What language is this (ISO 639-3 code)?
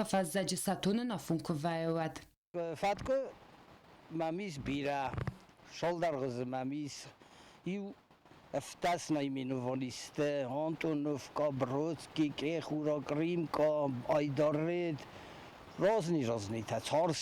oss